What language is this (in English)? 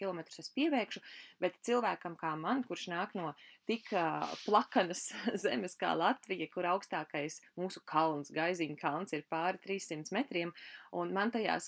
Latvian